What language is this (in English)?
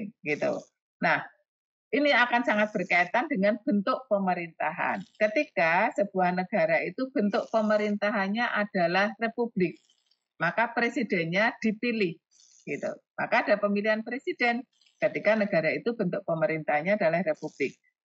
Indonesian